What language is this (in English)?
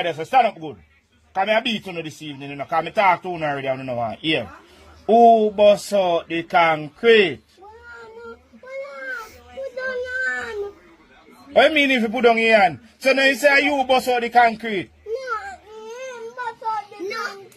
Jamaican Creole English